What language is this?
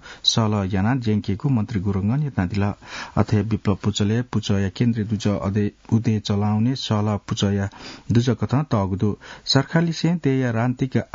Newari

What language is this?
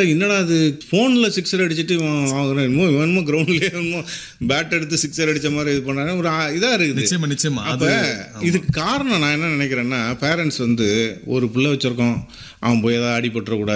Tamil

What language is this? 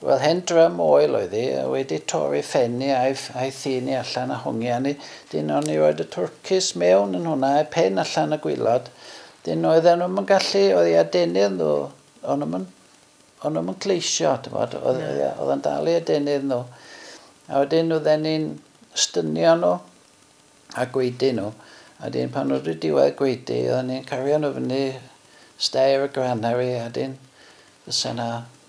Welsh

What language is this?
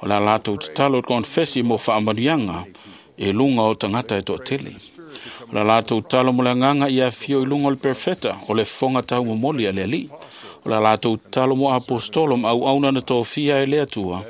Samoan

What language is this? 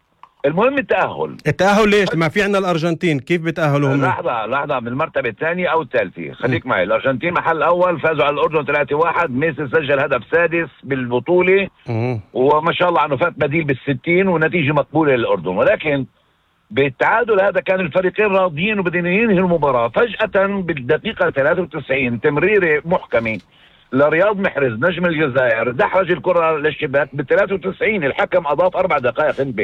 North Levantine Arabic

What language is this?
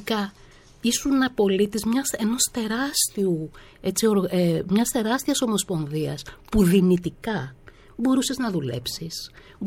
Greek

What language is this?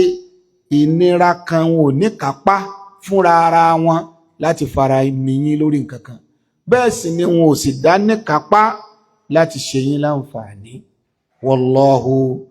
Yoruba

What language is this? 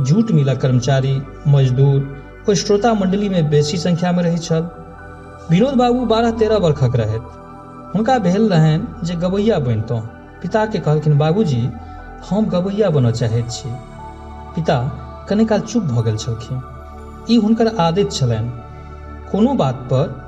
Maithili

